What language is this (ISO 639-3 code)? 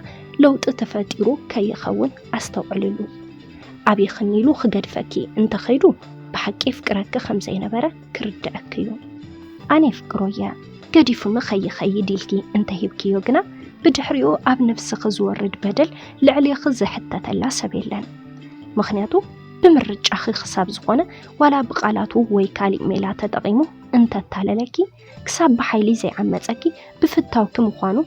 tir